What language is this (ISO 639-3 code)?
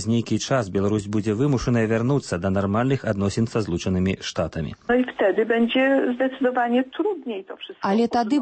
bel